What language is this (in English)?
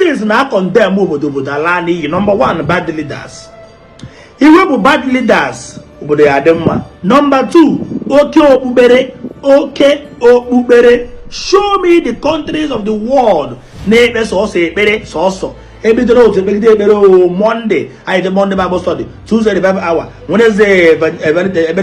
Igbo